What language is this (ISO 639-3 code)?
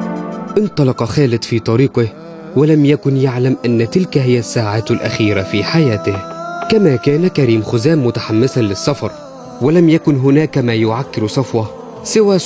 ara